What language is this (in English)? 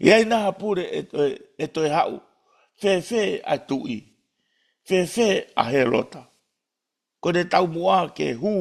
Tongan